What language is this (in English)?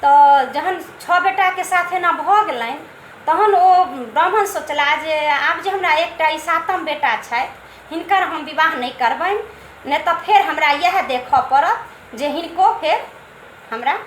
Maithili